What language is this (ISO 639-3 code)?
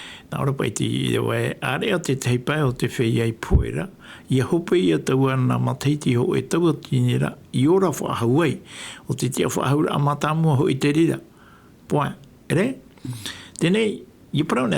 tah